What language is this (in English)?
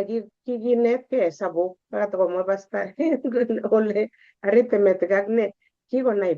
Kalenjin